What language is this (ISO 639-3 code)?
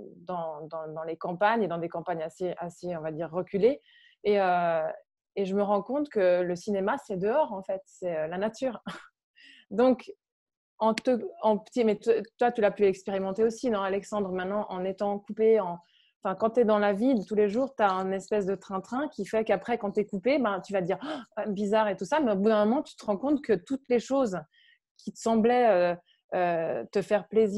fra